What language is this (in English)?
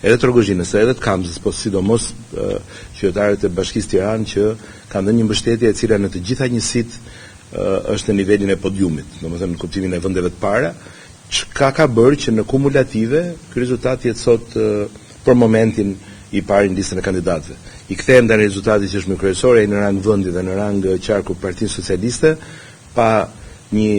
Albanian